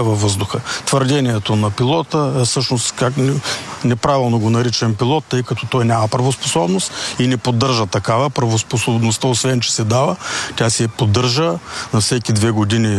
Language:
Bulgarian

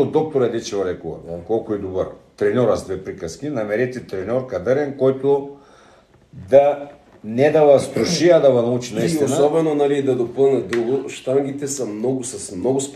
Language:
Bulgarian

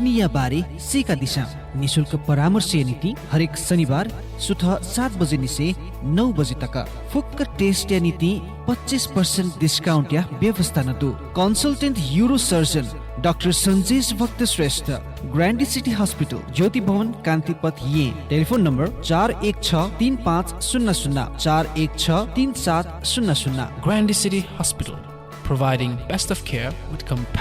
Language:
Newari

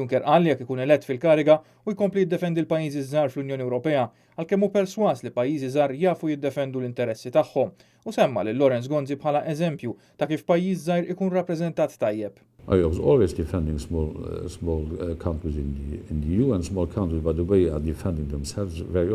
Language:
Maltese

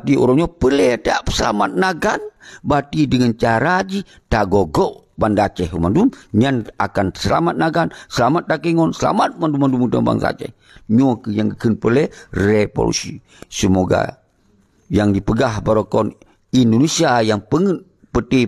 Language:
Achinese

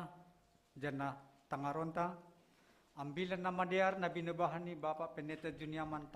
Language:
Batak Simalungun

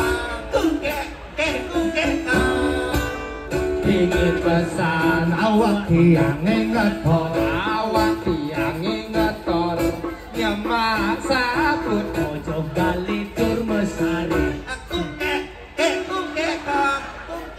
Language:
Balinese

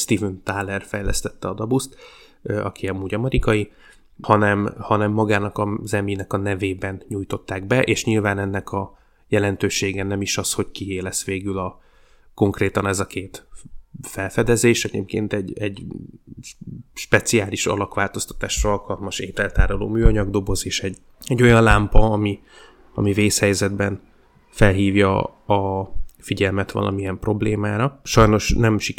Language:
Hungarian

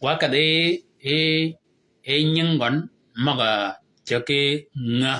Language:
Shilluk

